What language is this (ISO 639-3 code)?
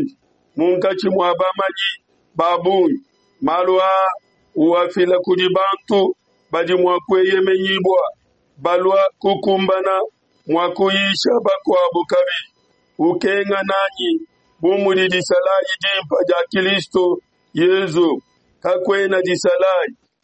lua